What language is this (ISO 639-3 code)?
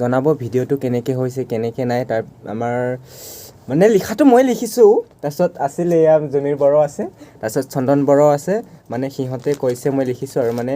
asm